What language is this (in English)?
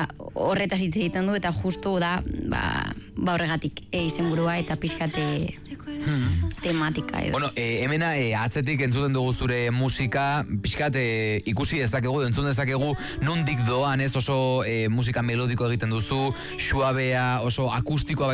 Basque